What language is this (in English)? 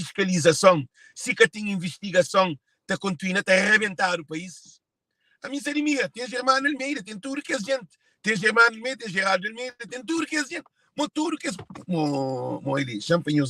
Kabuverdianu